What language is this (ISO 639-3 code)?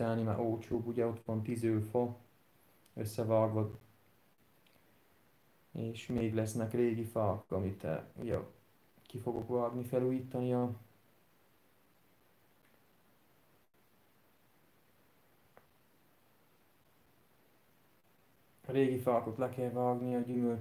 hun